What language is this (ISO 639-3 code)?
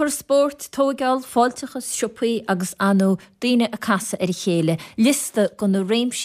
gle